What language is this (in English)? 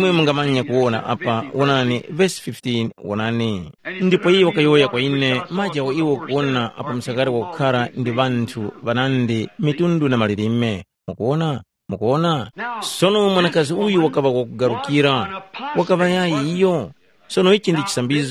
Tumbuka